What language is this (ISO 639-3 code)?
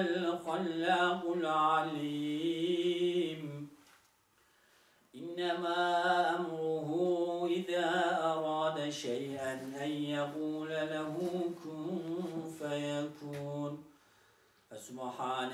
tur